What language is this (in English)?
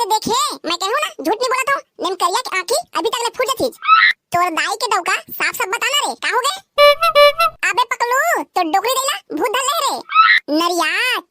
Chhattisgarhi